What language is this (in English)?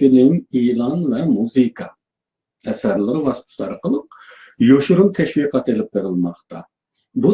Uyghur